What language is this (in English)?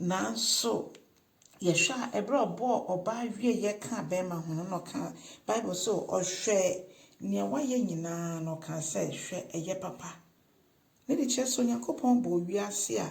Akan